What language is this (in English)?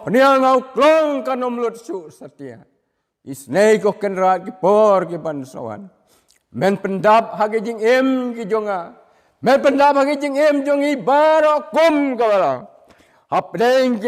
Khasi